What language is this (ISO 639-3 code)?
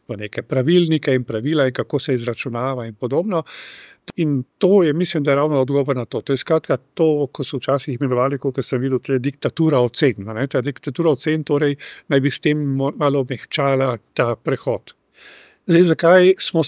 slv